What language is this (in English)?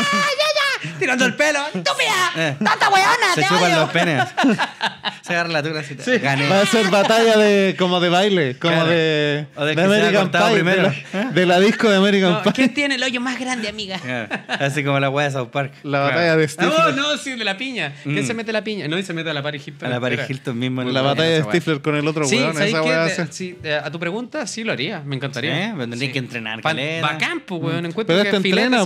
Spanish